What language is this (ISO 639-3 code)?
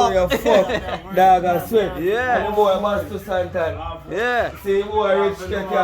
jam